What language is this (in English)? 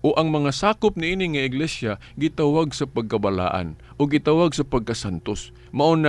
Cebuano